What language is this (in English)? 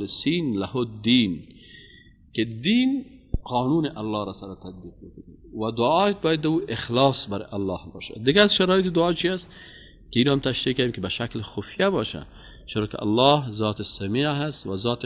Persian